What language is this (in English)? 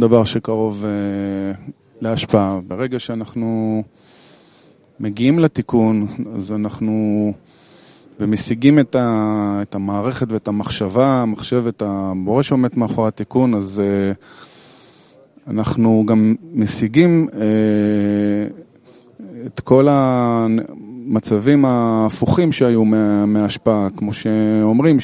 Hebrew